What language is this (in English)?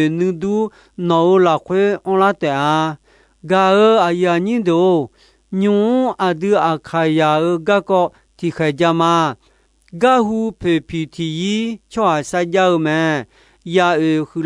Akha